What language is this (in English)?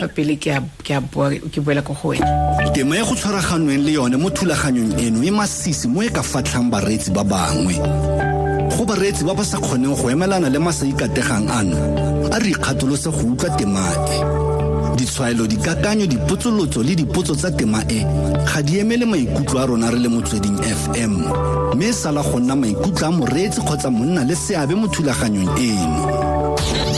Tswana